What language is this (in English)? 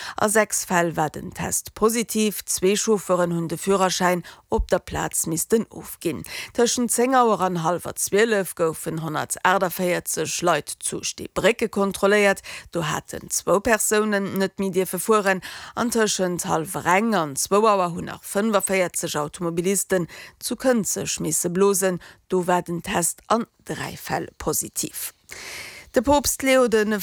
Luxembourgish